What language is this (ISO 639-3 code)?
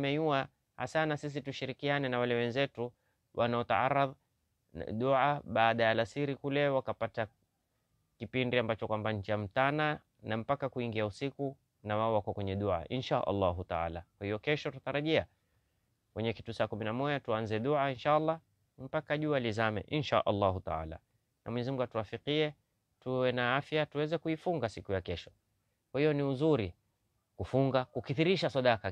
swa